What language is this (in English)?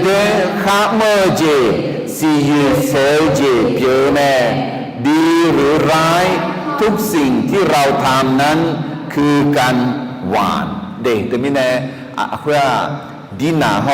Akha